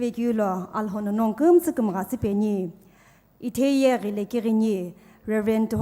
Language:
Sumi Naga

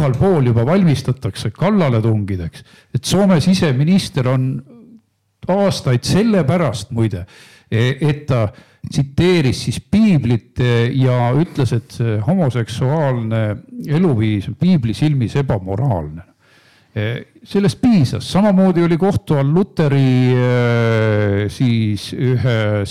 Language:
Estonian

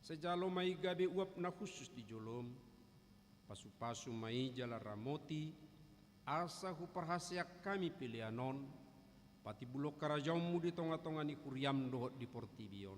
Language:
Batak Toba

